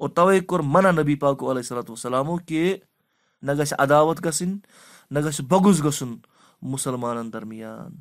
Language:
Kashmiri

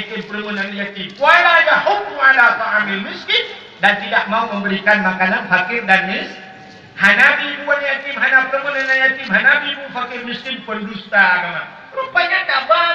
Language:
Achinese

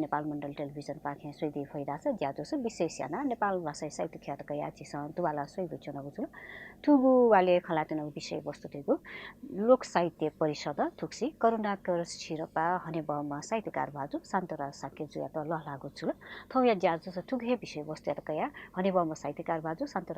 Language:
Newari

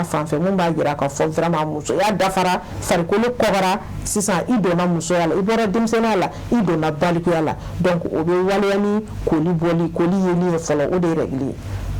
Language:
Bambara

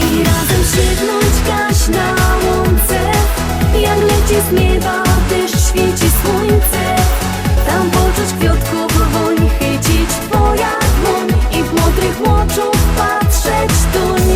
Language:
Silesian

